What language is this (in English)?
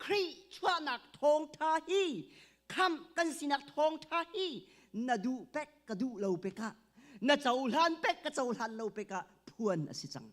Hakha Chin